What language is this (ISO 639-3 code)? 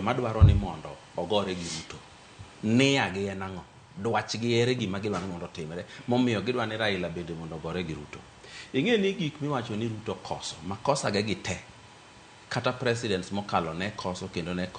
luo